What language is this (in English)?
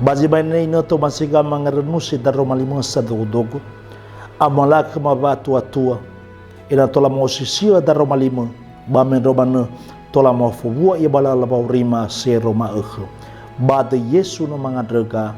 Nias